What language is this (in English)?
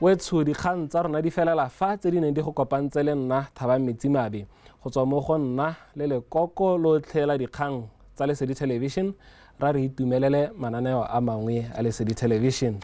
Tswana